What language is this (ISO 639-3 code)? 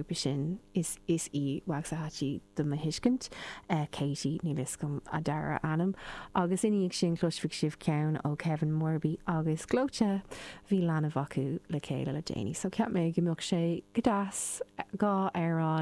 gle